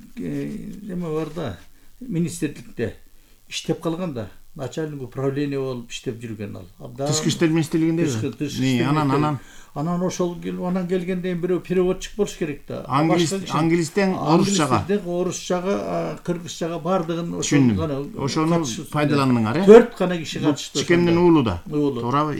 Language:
Kyrgyz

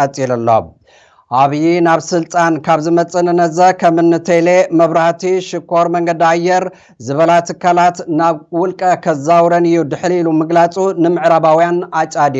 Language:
Tigrinya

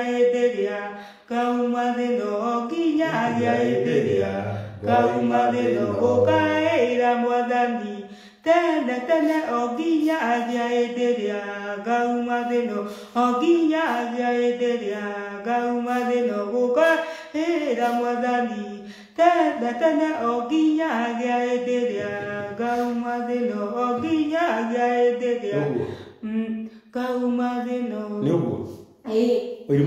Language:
Kikuyu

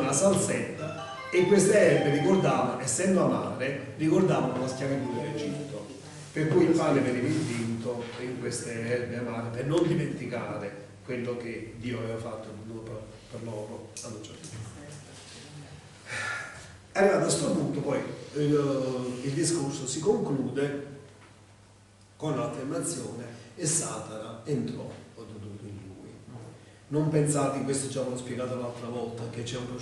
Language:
Italian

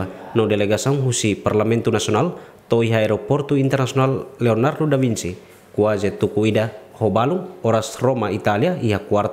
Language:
Tetum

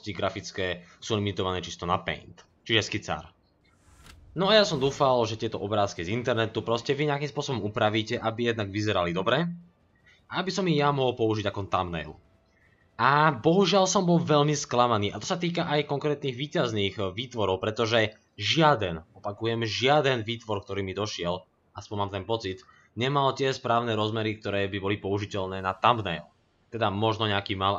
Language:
Slovak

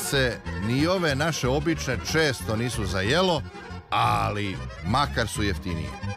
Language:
Serbian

